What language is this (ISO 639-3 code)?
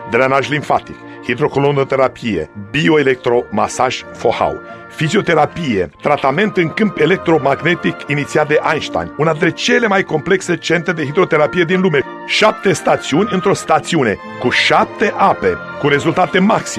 ron